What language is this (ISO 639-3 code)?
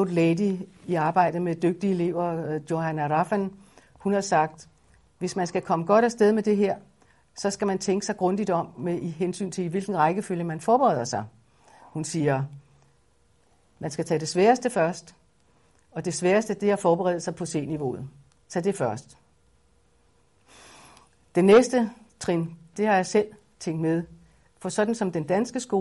dan